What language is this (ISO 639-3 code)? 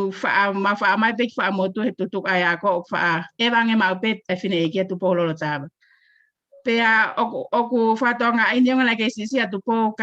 ton